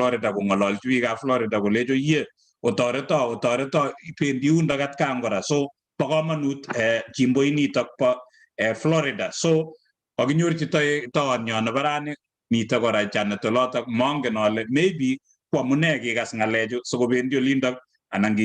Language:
Kalenjin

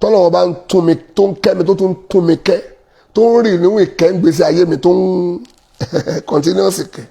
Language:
Yoruba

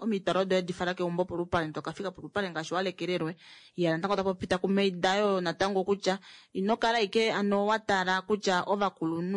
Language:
Kuanyama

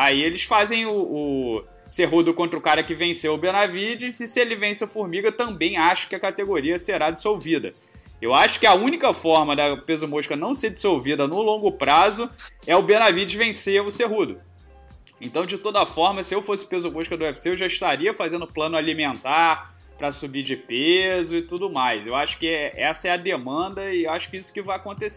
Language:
Portuguese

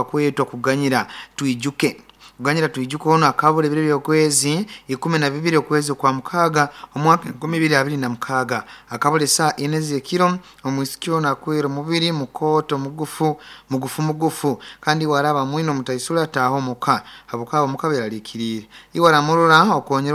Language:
Nyoro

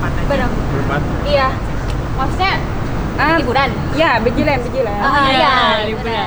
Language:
Banjar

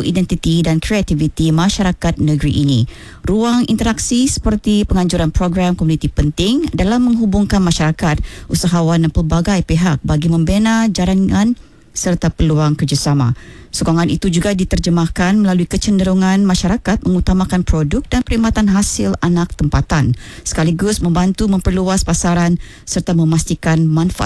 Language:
Malay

